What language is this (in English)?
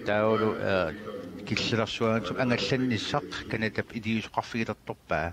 Kalaallisut